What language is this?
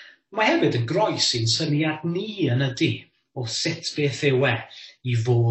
Welsh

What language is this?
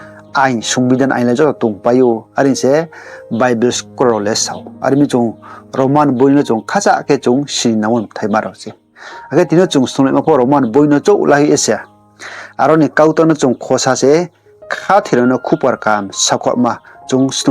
Riang (India)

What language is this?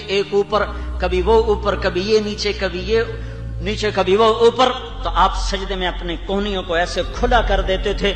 Urdu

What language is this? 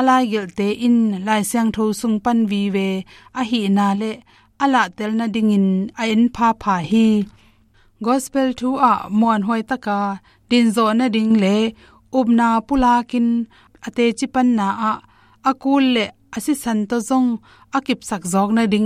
Tedim Chin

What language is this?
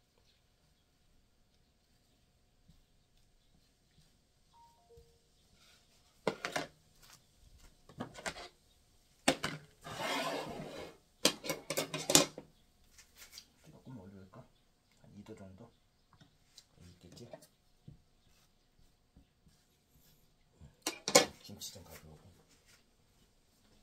Korean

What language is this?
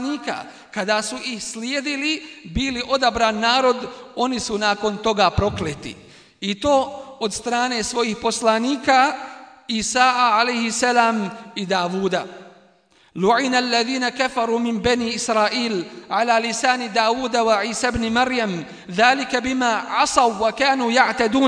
Bosnian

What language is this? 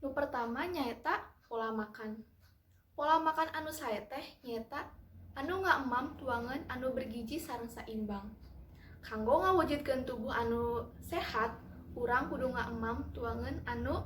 Sundanese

